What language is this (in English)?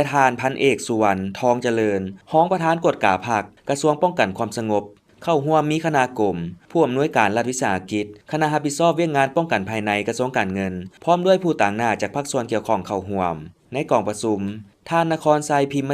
Lao